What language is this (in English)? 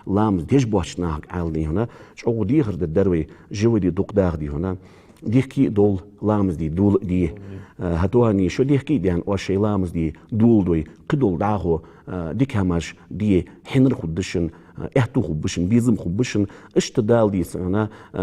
Ingush